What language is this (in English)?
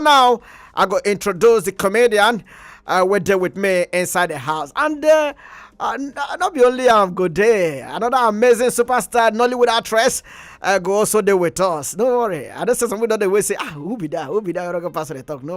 Nigerian Pidgin